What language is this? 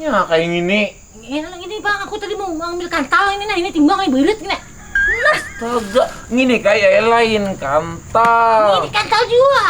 Banjar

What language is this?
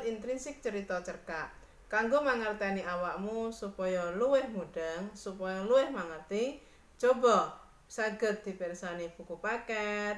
Javanese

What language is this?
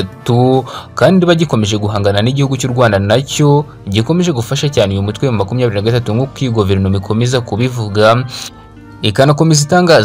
Kinyarwanda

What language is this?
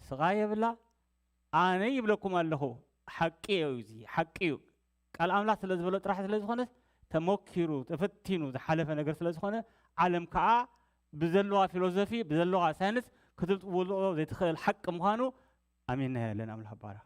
Tigrinya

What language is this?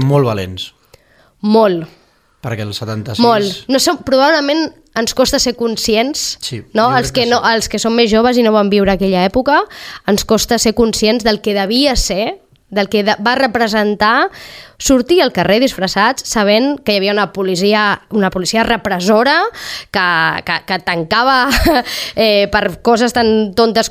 Catalan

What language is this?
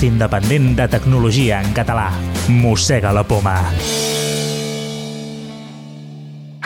Catalan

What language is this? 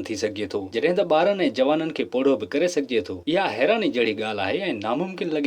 Sindhi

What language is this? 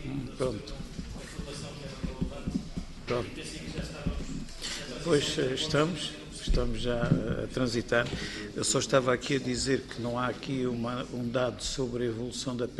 Portuguese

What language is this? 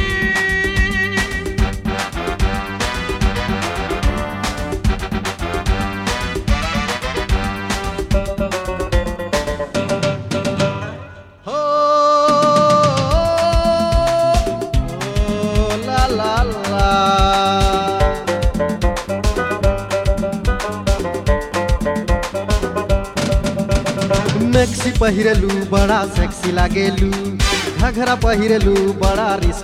Bhojpuri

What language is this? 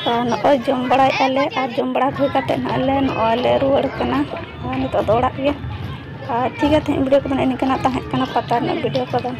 Santali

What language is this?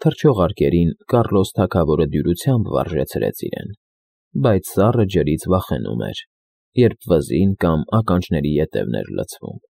Armenian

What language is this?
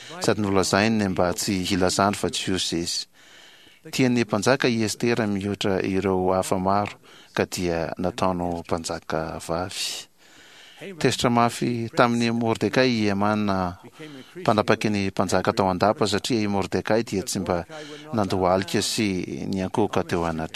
Malagasy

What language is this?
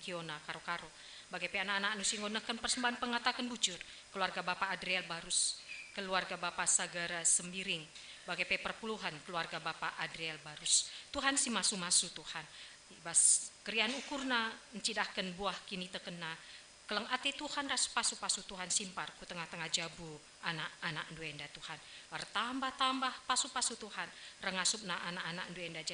Batak Karo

